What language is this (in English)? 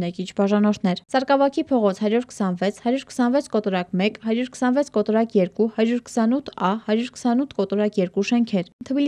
Armenian